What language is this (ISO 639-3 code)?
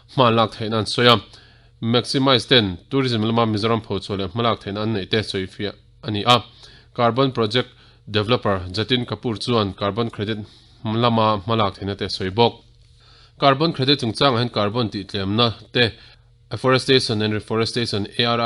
lus